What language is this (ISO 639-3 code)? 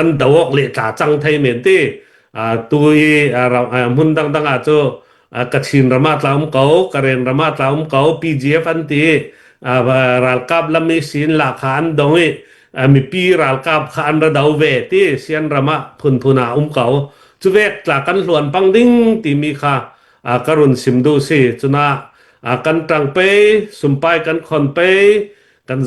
cfm